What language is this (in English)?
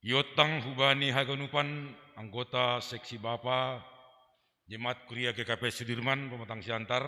Batak Simalungun